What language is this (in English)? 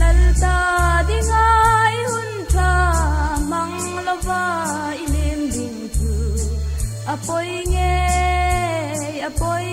Hmar